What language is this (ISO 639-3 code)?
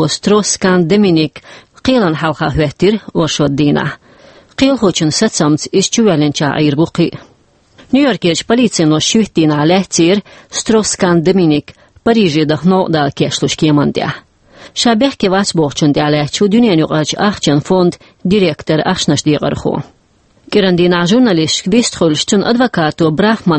che